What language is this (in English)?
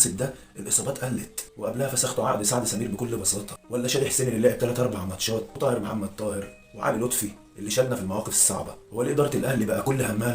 Egyptian Arabic